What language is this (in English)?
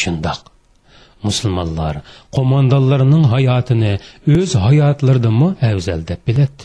Uyghur